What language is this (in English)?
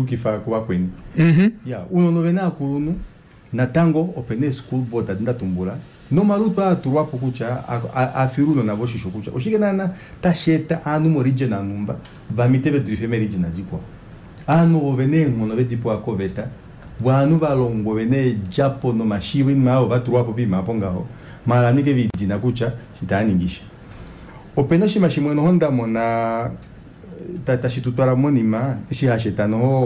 Kuanyama